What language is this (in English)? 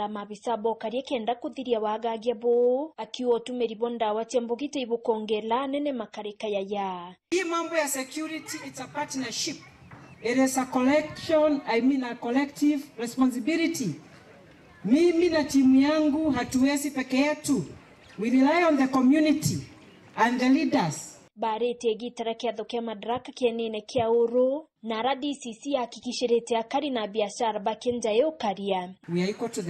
Meru